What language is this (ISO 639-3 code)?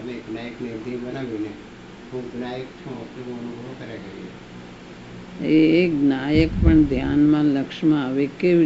guj